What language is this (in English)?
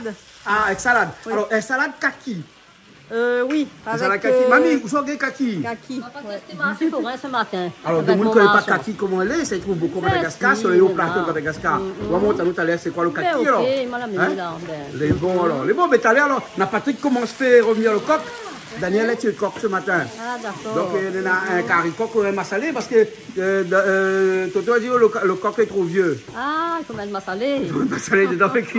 Réunion Creole French